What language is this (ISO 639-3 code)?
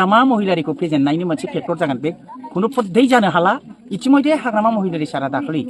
brx